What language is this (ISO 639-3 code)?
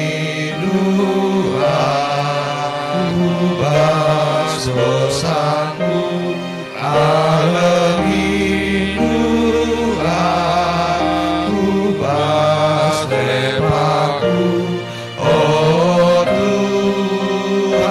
btx